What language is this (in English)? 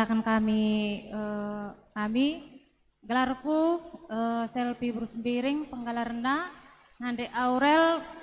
Batak Karo